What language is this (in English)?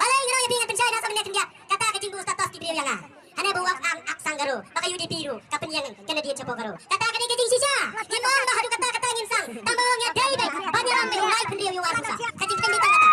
Khasi